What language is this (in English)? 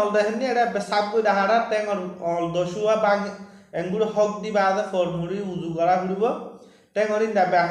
Rohingya